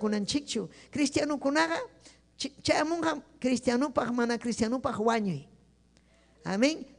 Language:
Ayacucho Quechua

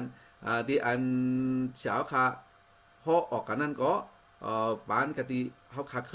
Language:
Shan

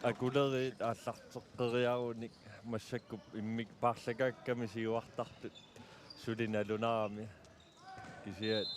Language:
Kalaallisut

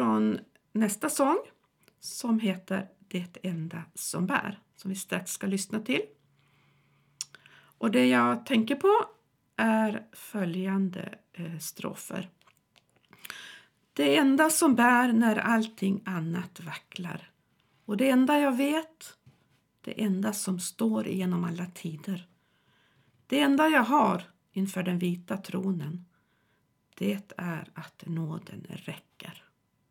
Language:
Swedish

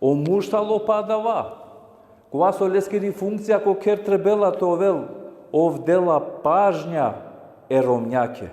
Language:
Balkan Romani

